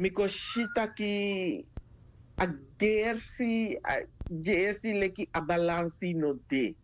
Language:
Sranan Tongo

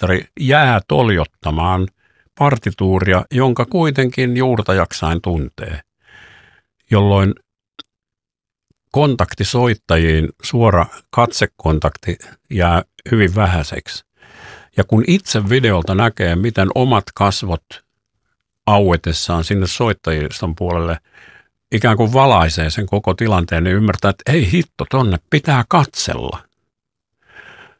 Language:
Finnish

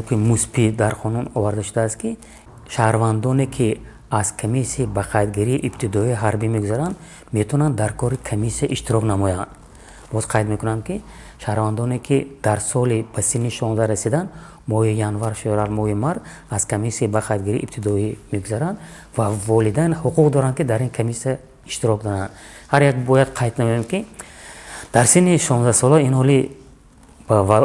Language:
Tajik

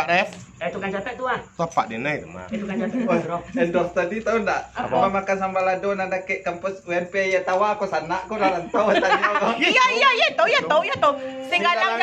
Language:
Minangkabau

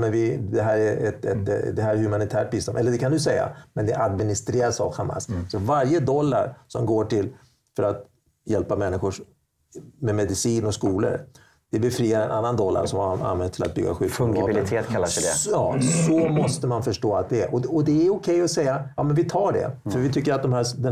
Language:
Swedish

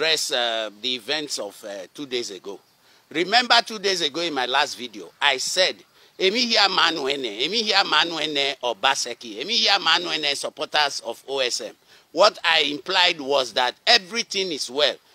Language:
Nigerian Pidgin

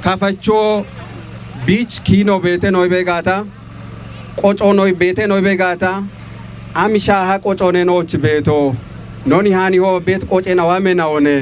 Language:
Kafa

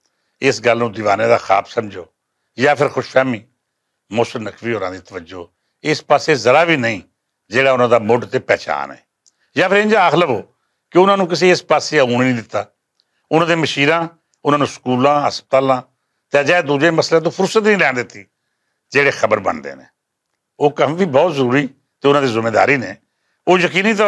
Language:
Western Panjabi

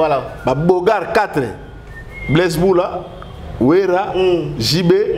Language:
Lingala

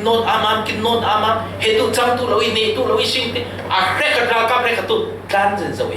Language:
Falam Chin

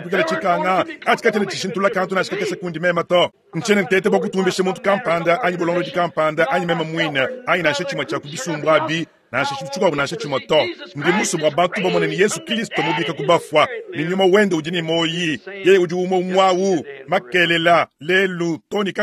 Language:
Luba-Lulua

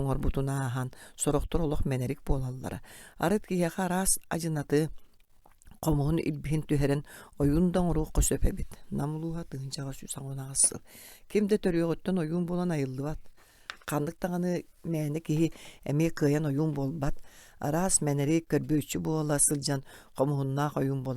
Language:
Yakut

